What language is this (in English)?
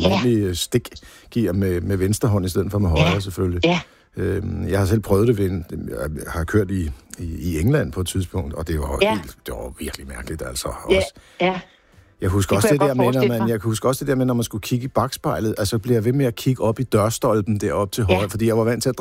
Danish